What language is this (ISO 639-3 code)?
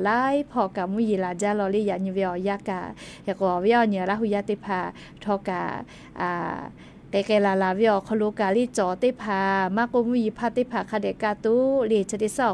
lhu